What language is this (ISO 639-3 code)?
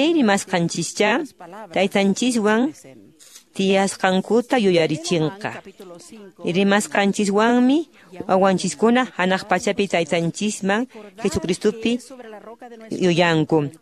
que